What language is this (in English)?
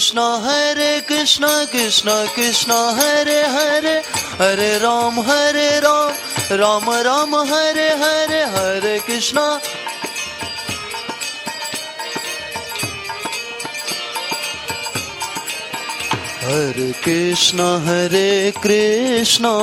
Hindi